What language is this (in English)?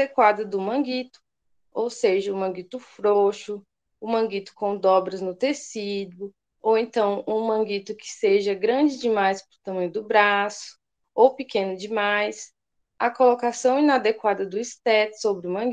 Portuguese